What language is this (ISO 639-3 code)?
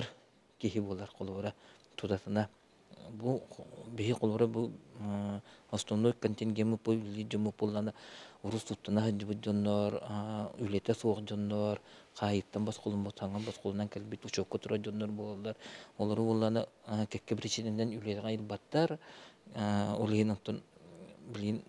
sah